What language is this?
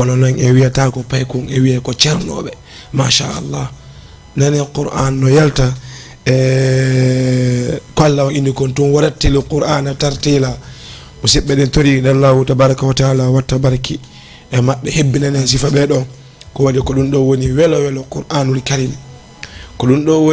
Fula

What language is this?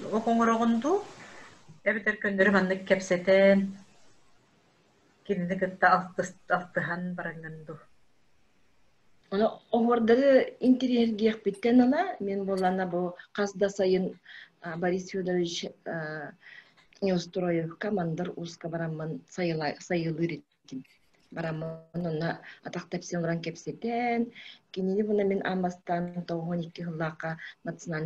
Yakut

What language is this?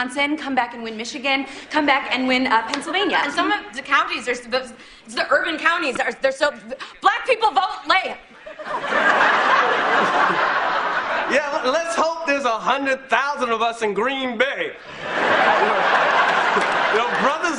English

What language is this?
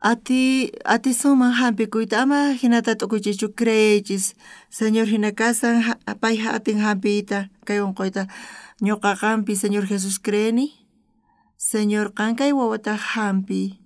South Bolivian Quechua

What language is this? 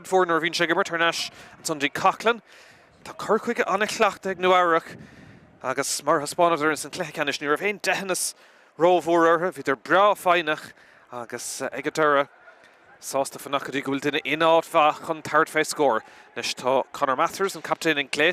Irish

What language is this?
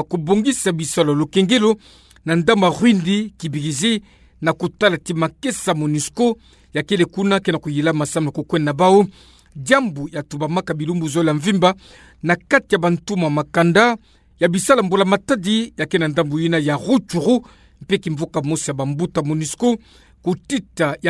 Kituba (Democratic Republic of Congo)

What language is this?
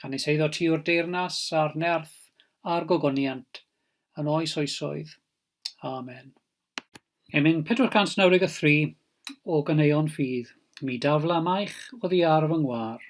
Welsh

